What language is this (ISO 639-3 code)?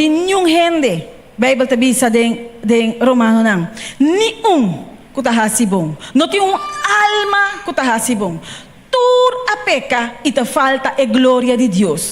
pap